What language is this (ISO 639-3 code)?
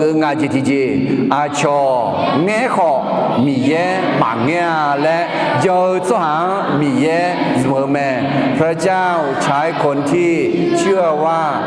ahk